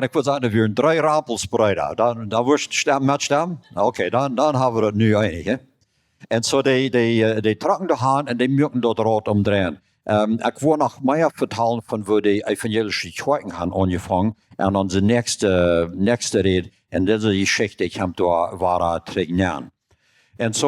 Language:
Plautdietsch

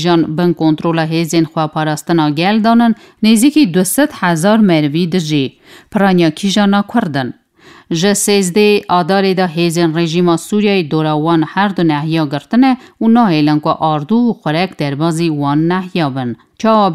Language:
Kurdish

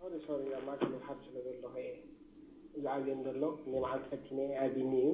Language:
Tigrinya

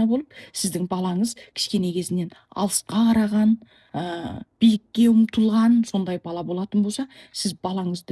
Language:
Kazakh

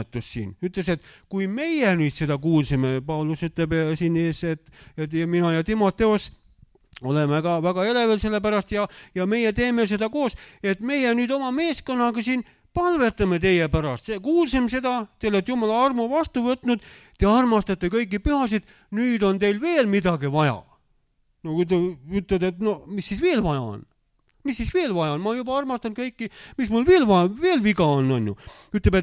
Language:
Estonian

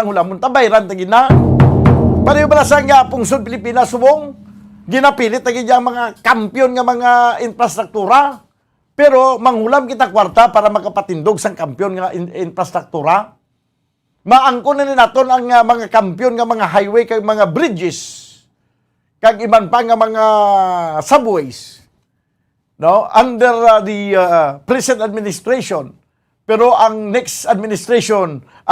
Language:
Hiligaynon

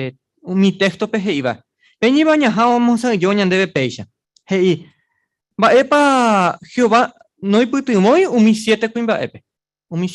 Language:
Guarani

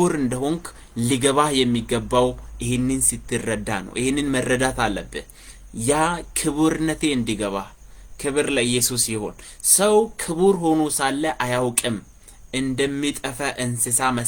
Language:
Amharic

